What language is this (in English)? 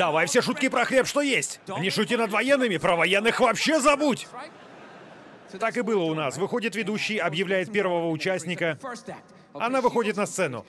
Russian